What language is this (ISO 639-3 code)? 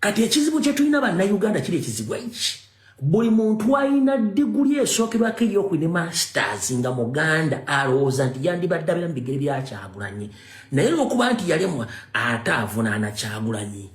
lug